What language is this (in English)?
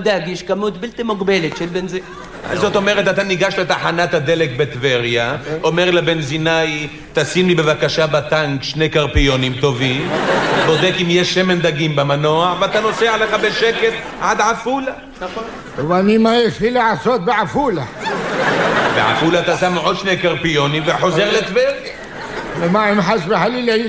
Hebrew